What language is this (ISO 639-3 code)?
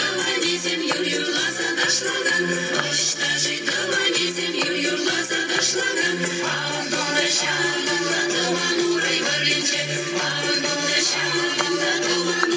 chv